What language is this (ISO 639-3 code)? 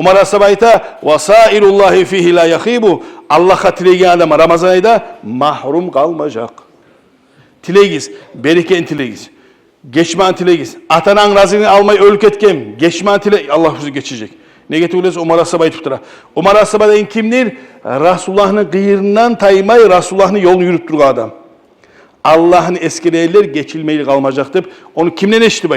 kum